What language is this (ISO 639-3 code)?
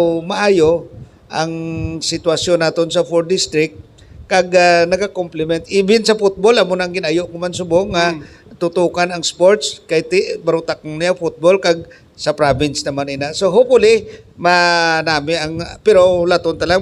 hil